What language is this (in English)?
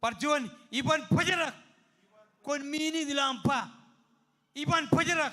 Marshallese